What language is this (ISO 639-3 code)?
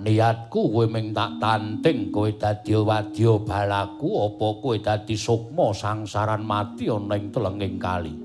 jav